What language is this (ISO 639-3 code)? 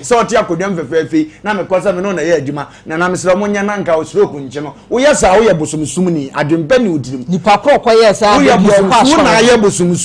aka